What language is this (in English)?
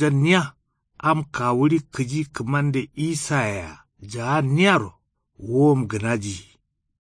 Kanuri